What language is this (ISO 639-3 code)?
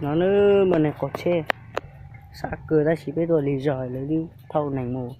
hmn